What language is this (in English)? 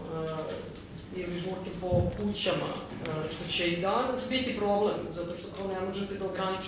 Serbian